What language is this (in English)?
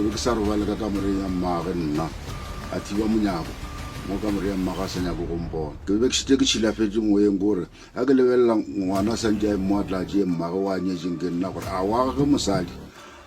Northern Sotho